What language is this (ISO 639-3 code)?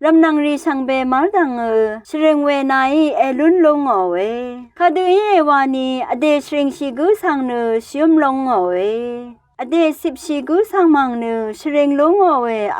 raw